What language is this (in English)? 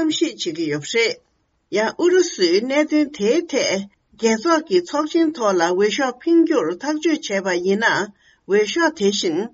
Tibetan